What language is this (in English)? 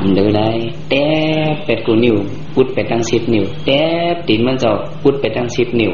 Shan